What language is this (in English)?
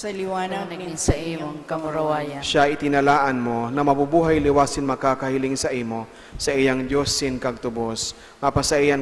Bikol